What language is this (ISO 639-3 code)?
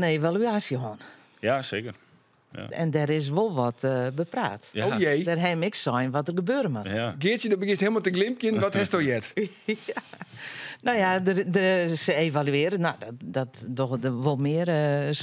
fry